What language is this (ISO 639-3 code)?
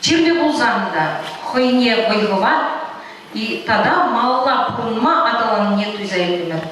chv